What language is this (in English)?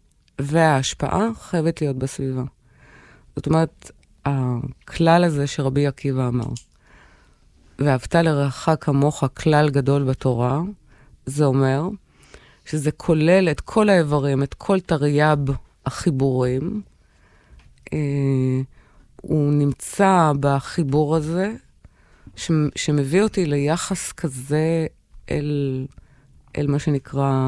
Hebrew